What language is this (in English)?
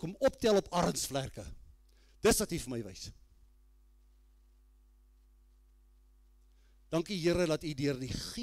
Afrikaans